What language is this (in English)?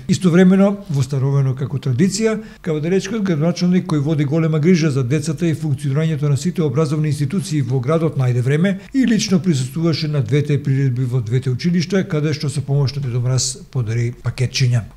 Macedonian